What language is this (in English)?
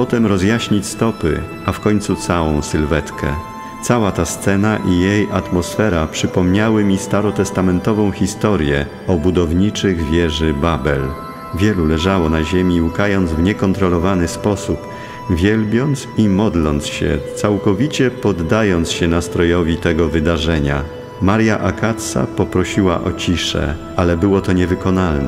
Polish